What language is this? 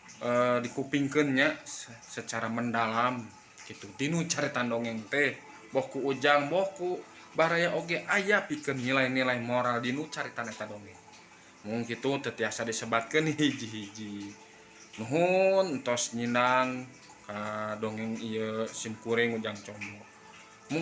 Sundanese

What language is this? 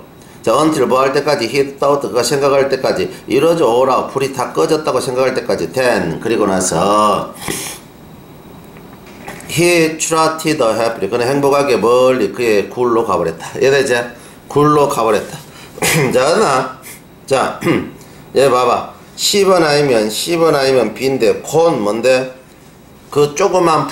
Korean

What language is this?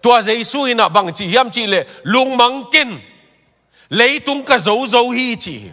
Tedim Chin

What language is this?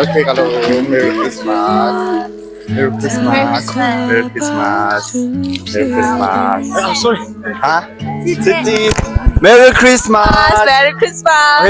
Hakha Chin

